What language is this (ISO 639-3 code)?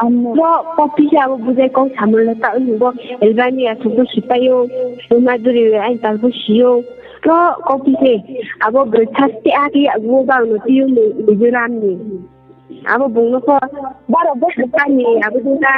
ria